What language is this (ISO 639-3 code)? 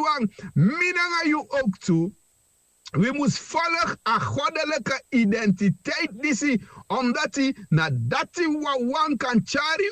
srn